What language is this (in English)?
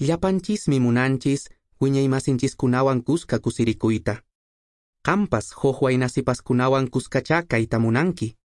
Quechua